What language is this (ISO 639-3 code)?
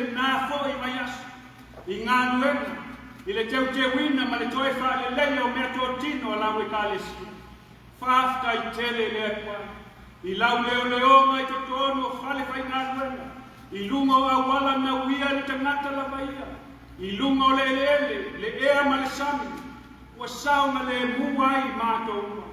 smo